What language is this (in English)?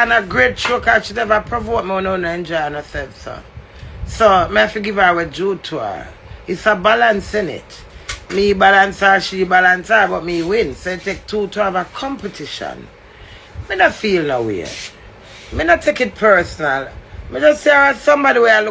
Jamaican Creole English